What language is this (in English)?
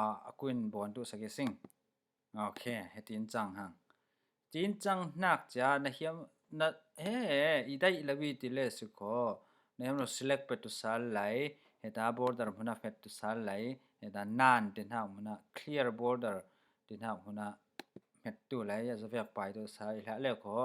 Falam Chin